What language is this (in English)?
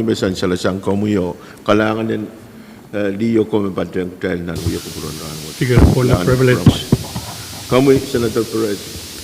Pohnpeian